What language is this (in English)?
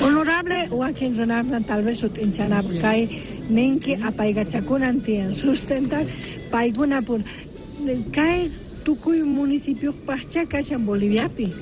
South Bolivian Quechua